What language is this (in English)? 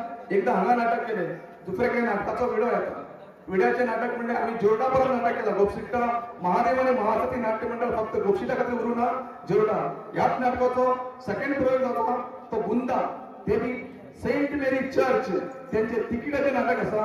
Konkani